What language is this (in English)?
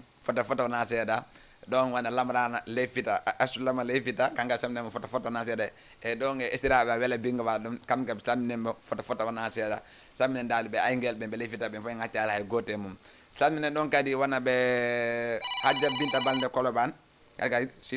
Fula